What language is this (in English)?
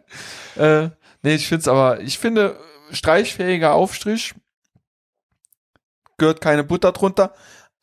German